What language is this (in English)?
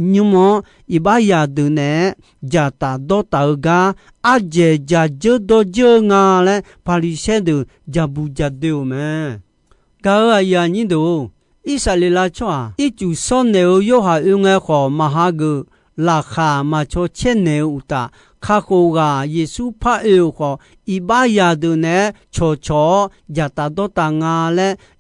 Akha